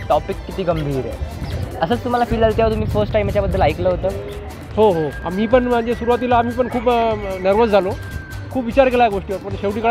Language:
Marathi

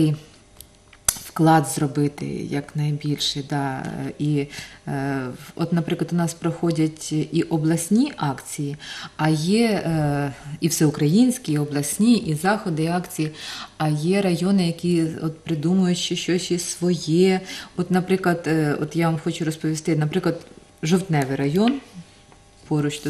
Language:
Ukrainian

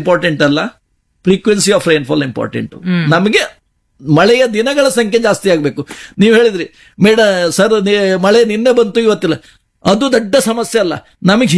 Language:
Kannada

